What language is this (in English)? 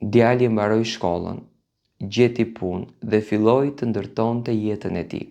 Albanian